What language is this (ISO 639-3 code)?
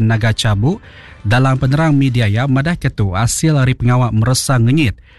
iba